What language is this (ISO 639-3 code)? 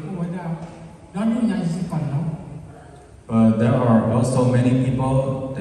ksw